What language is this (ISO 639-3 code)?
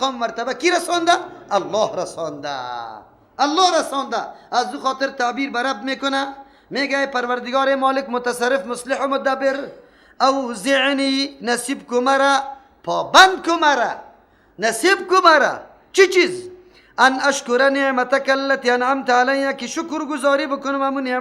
fas